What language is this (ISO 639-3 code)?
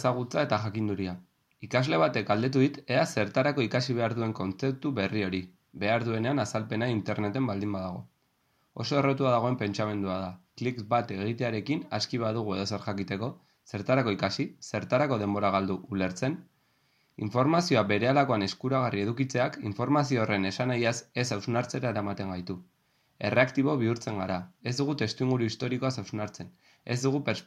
eus